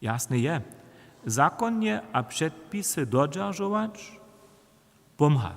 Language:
Upper Sorbian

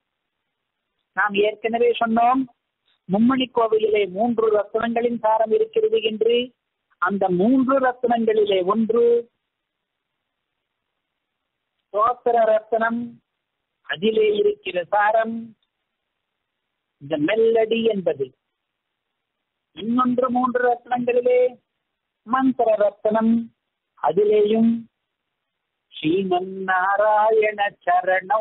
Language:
Tamil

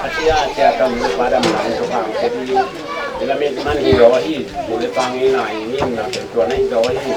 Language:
Tedim Chin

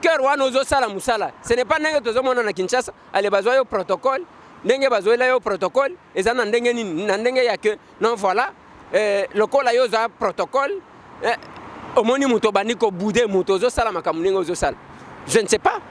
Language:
Lingala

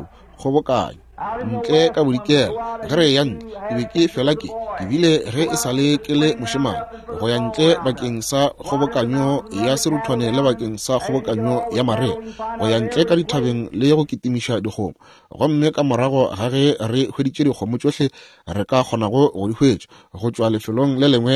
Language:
Northern Sotho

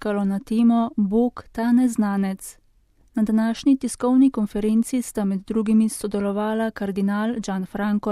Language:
Slovenian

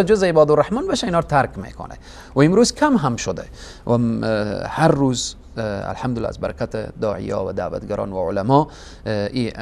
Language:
Persian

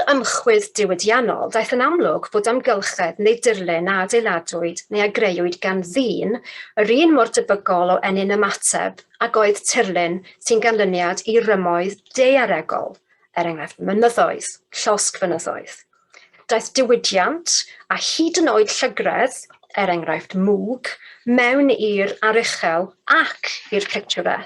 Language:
Welsh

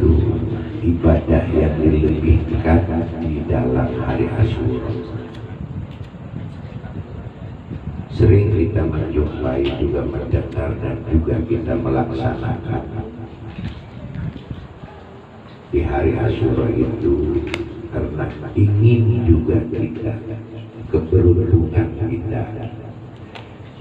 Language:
Indonesian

